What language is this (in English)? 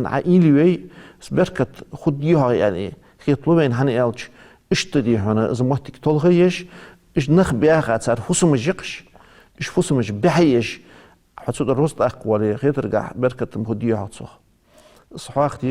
Ingush